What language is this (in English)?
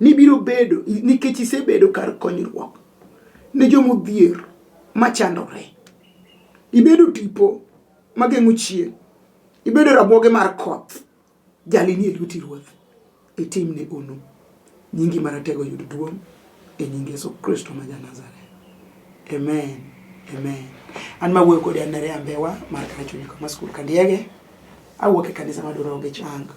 Luo (Kenya and Tanzania)